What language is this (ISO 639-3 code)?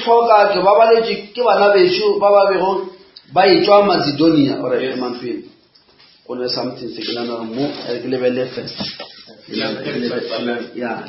nso